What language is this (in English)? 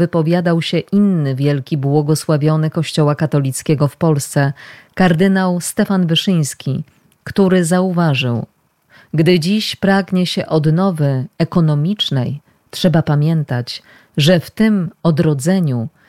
Polish